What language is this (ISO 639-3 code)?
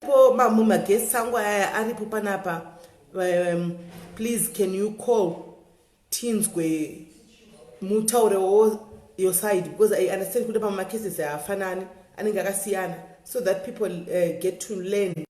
sna